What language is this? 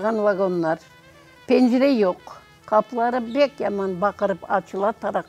Crimean Tatar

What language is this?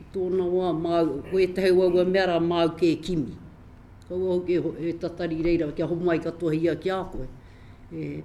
Māori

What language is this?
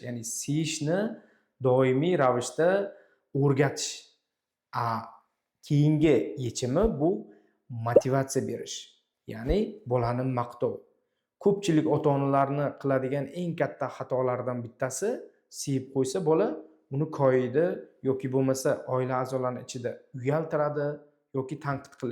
Uzbek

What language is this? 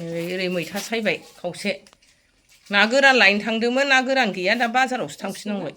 Bodo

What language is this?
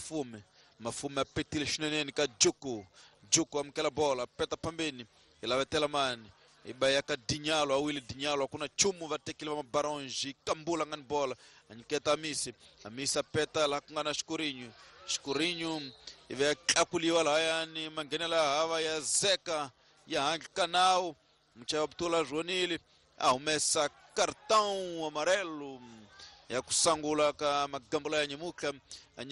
Tsonga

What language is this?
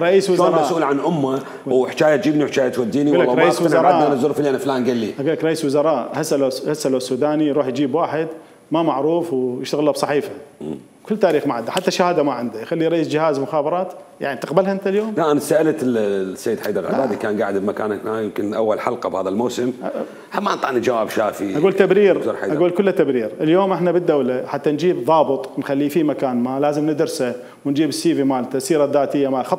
Mesopotamian Arabic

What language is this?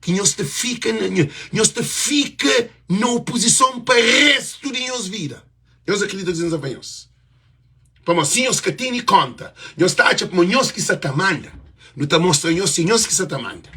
Kabuverdianu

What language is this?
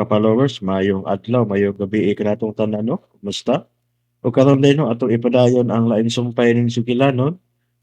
Cebuano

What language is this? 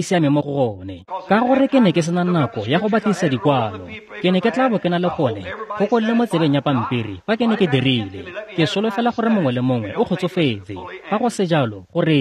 Tswana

